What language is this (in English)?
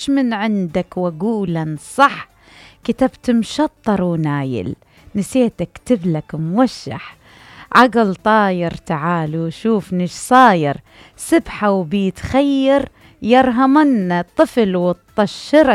Mesopotamian Arabic